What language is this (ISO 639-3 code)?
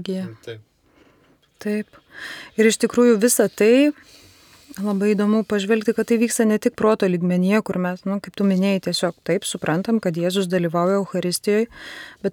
lit